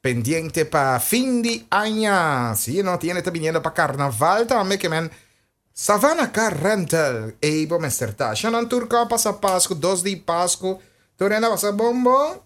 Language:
Papiamento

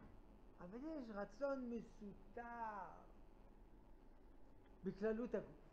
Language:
Hebrew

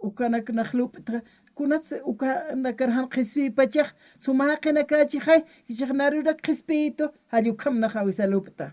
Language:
Aymara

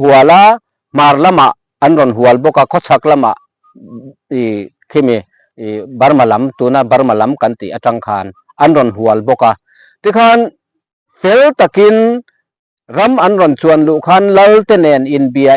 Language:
Mizo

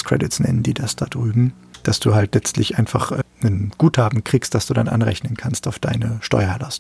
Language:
German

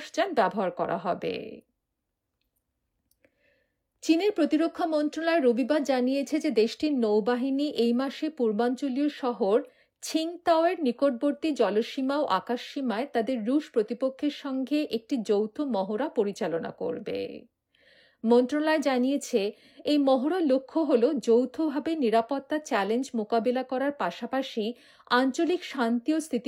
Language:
Bangla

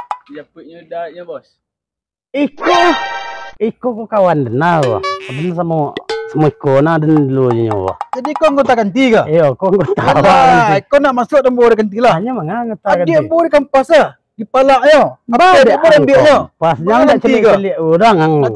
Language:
Minangkabau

